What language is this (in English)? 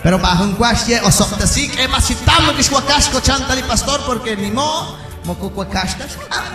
Kekchí